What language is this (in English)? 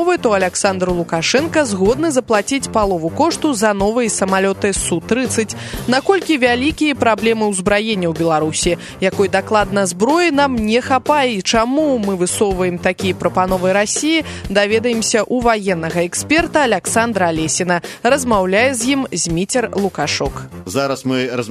Belarusian